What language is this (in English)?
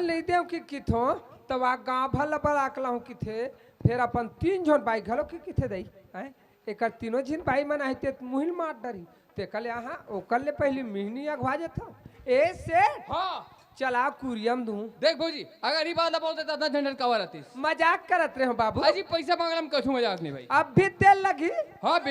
Chhattisgarhi